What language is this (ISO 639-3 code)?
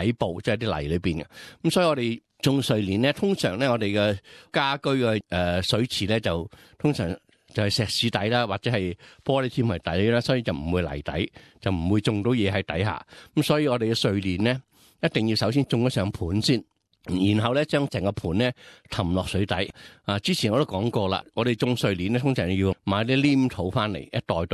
yue